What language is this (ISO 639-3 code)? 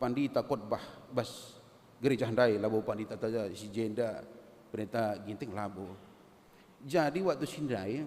btx